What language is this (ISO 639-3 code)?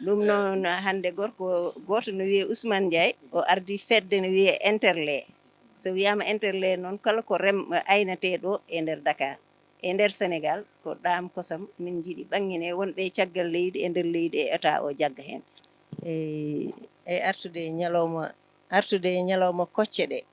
ful